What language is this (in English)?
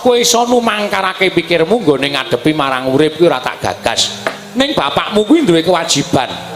Javanese